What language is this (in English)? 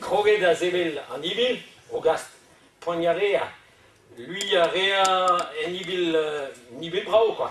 Breton